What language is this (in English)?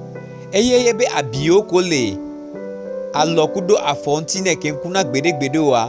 Gen